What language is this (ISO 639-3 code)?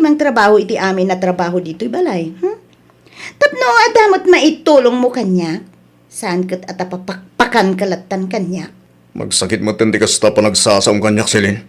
ilo